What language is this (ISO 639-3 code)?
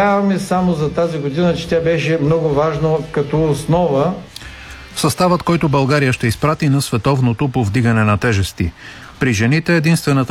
bul